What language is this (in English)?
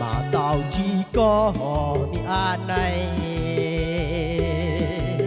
Hmong